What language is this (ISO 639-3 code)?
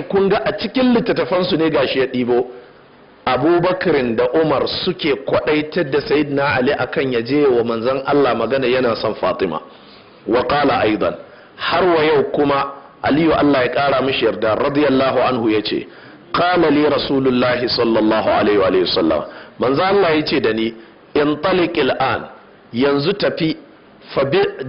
hau